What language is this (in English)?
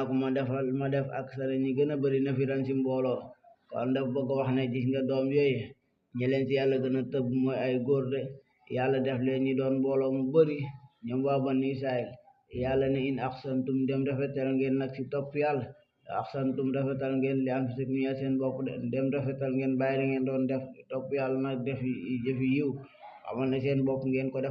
Wolof